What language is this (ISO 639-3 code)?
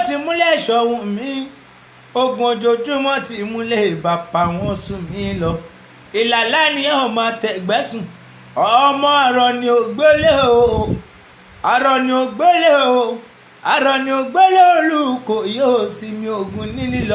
yor